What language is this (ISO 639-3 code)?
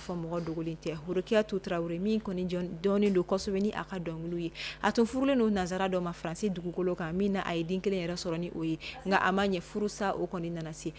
bam